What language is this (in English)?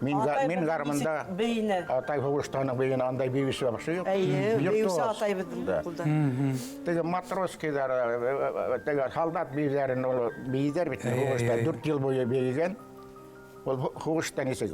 Bashkir